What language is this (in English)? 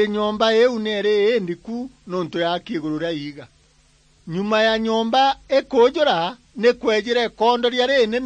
Meru